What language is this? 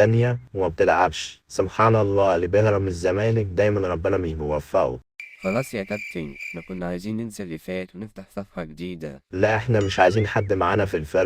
Egyptian Arabic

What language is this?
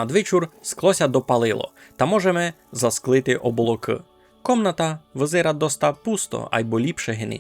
Rusyn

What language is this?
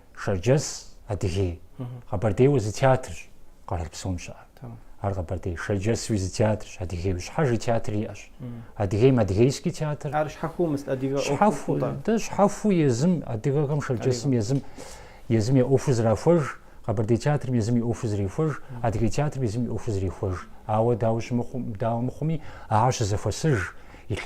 Kabardian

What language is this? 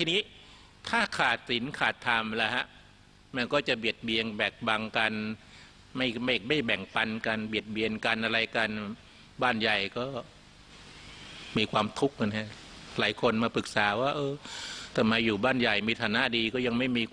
Thai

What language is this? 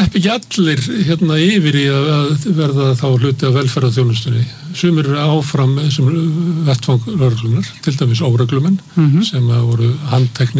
Icelandic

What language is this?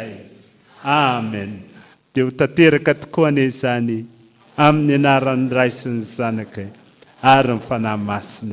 Malagasy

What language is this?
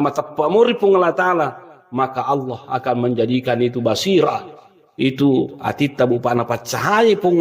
Buginese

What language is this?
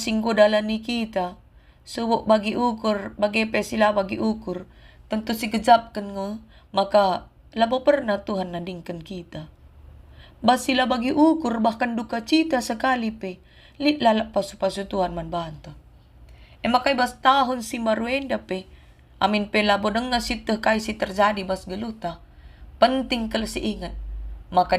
Batak Karo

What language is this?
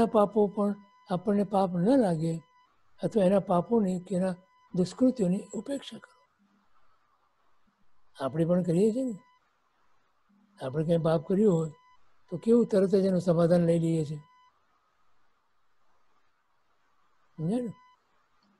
Gujarati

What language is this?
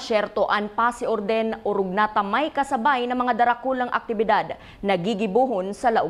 Bikol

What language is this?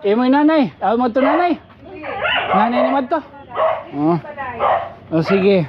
Waray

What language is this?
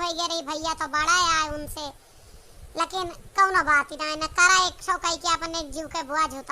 Awadhi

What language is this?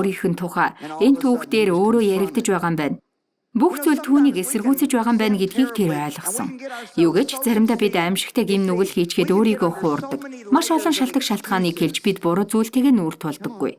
Mongolian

